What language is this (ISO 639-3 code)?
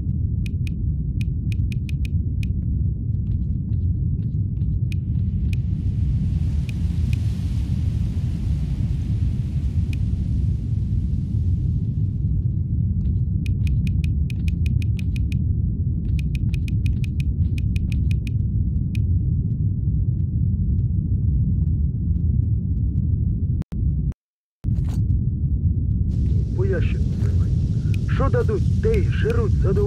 ukr